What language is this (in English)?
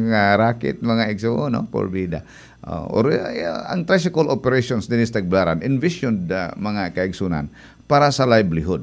Cebuano